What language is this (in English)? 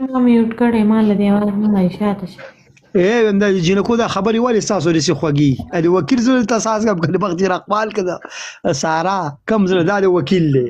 Pashto